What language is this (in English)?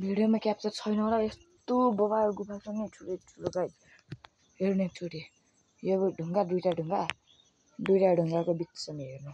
Nepali